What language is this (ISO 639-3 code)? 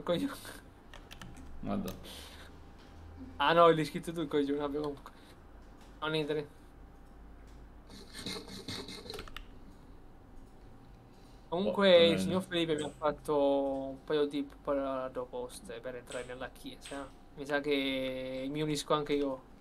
ita